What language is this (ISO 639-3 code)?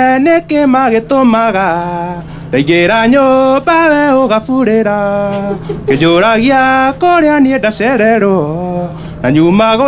kik